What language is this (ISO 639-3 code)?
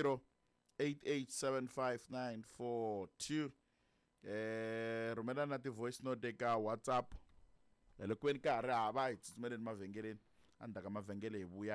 tso